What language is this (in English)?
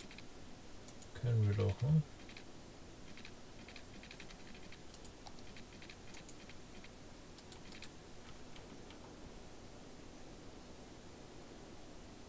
German